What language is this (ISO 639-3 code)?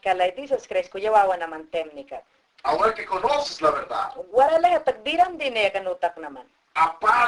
yan